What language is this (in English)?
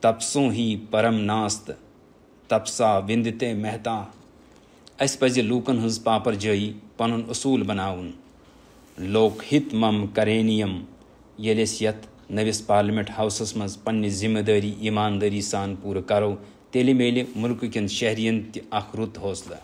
Kashmiri